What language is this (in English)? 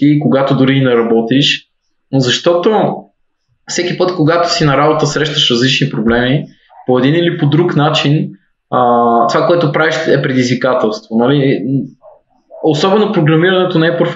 Bulgarian